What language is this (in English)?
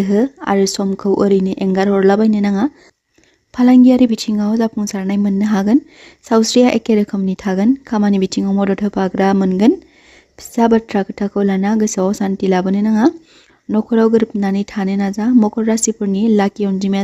Bodo